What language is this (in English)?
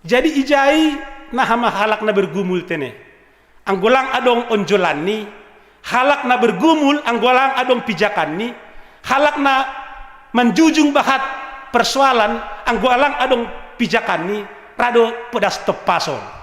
Batak Simalungun